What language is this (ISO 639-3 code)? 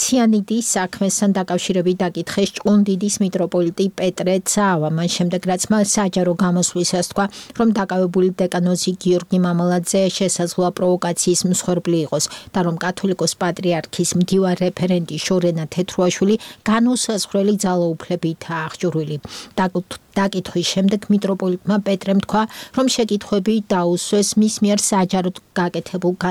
kat